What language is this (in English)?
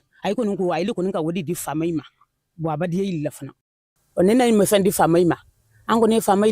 Bambara